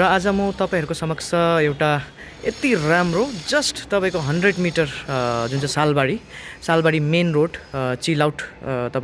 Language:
Nepali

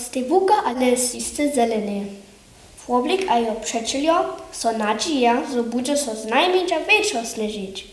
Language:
Upper Sorbian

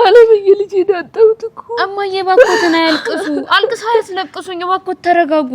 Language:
Amharic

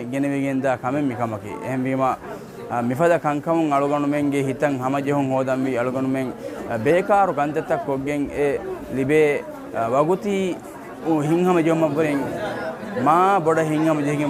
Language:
Divehi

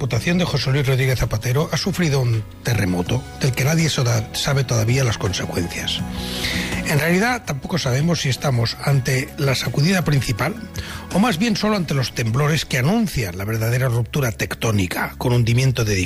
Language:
Spanish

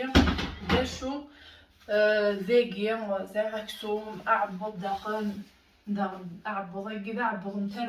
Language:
Kabyle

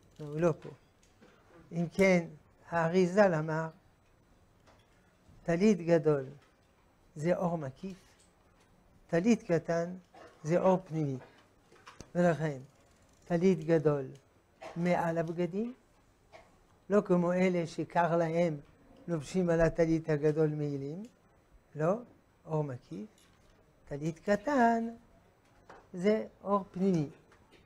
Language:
Hebrew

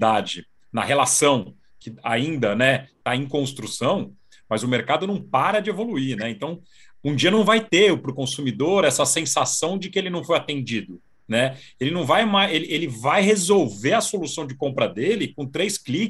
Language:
Portuguese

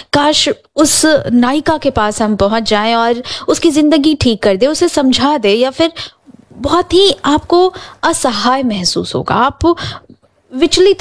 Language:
Hindi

